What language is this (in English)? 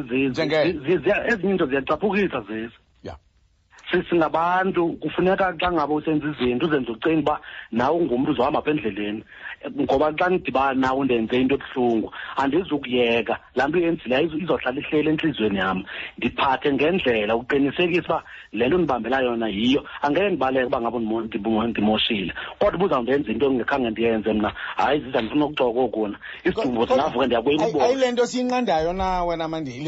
Xhosa